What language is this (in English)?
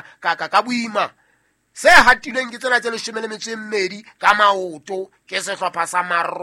Southern Sotho